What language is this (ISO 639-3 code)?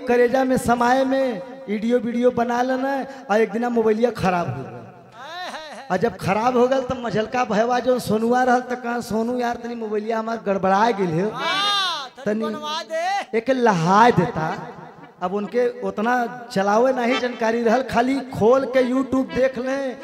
bho